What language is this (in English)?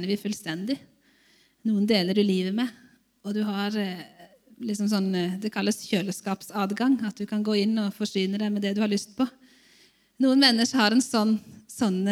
Norwegian